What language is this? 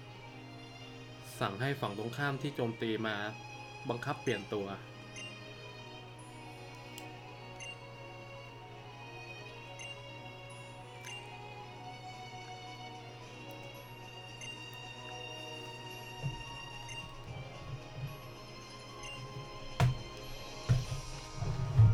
Thai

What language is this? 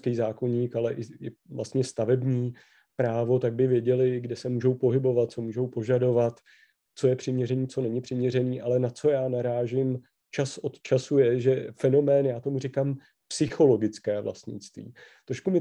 Czech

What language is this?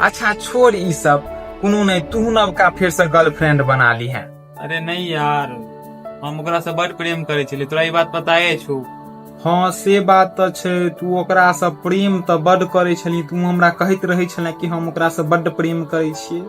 Maithili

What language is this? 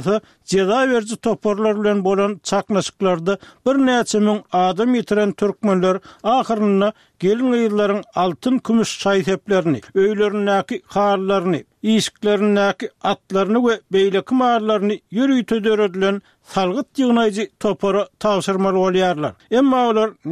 Turkmen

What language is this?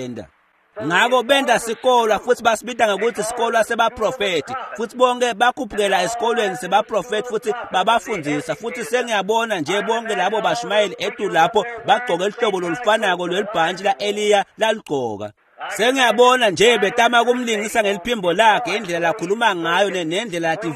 Swati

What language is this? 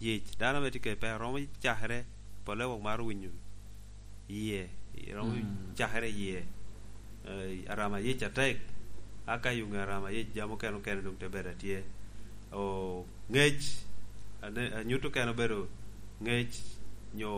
Lango (Uganda)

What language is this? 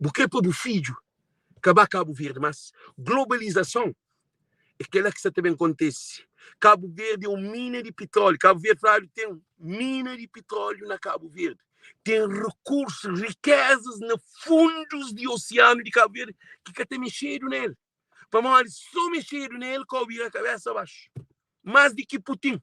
Kabuverdianu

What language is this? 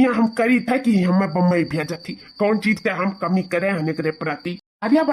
Awadhi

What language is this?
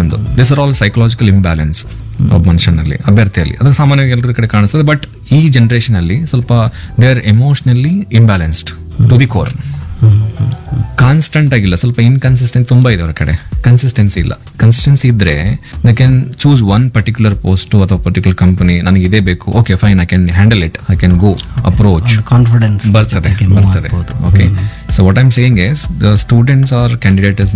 Kannada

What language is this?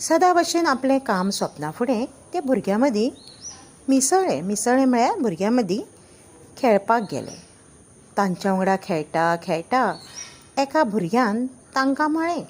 Konkani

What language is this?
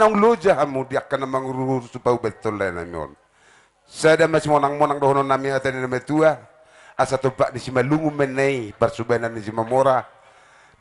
Batak Toba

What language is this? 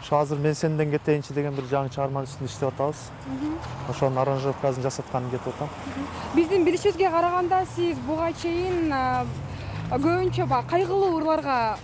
Kyrgyz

